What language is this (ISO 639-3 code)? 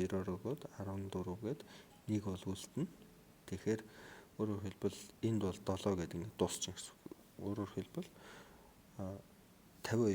mon